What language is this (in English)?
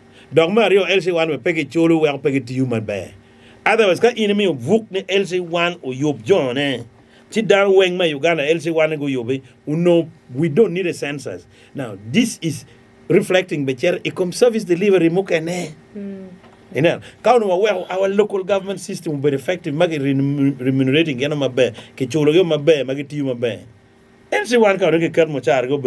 Acoli